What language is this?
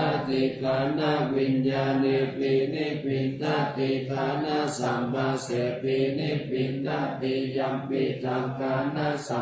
Pali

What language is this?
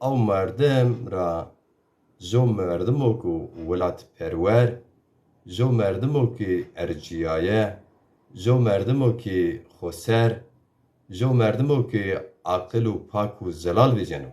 Zaza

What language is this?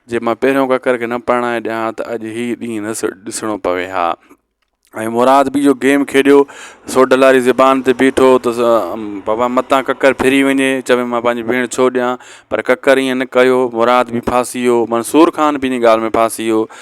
Sindhi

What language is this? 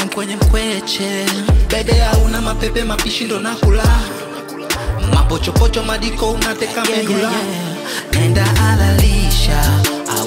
Swahili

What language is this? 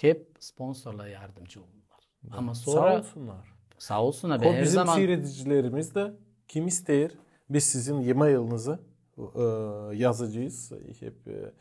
Gagauz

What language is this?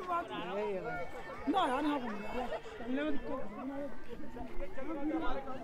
Hindi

